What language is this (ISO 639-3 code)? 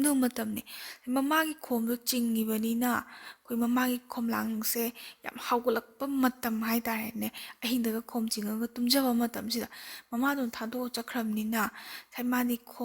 mni